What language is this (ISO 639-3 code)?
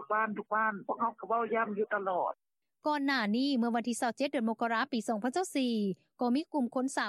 lao